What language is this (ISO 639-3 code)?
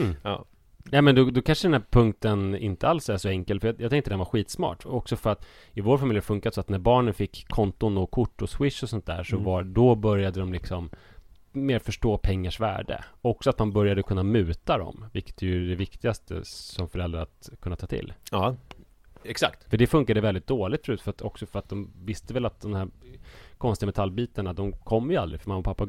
swe